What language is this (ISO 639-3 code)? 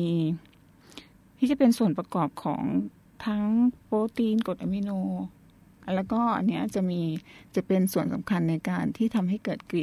tha